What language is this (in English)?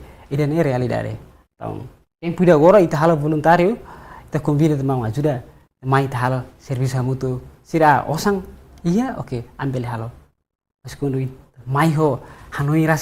Tetum